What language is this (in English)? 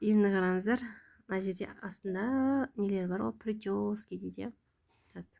Kazakh